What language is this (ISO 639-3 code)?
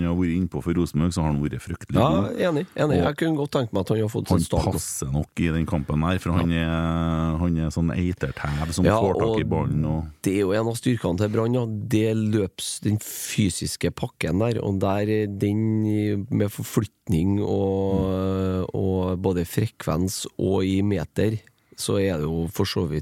nor